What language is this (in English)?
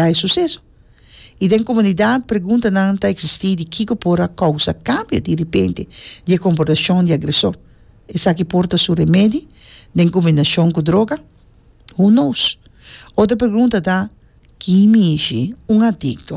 Papiamento